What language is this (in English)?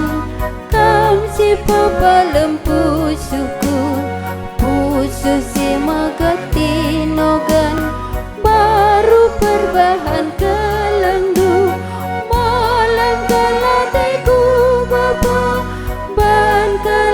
Batak Karo